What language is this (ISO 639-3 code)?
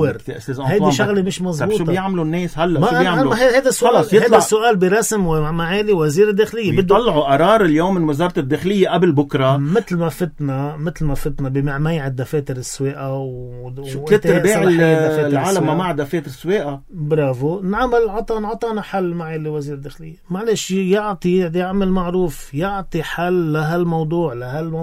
apc